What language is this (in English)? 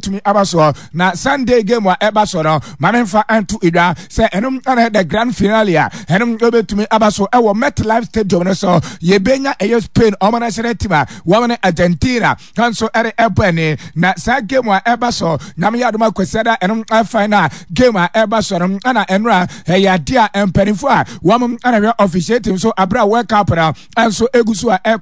Akan